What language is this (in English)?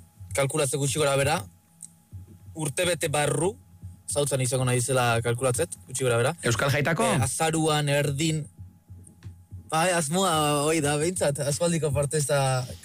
Basque